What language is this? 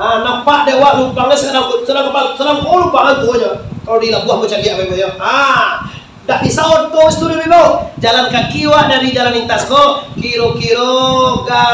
Minangkabau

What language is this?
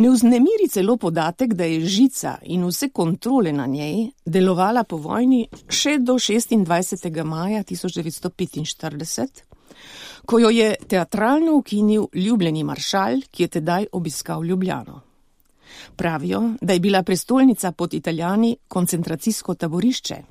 Slovenian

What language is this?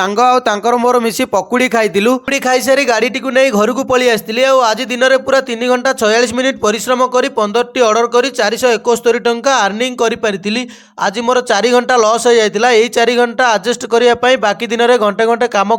Odia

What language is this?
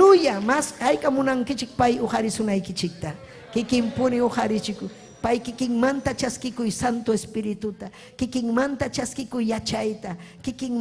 Ayacucho Quechua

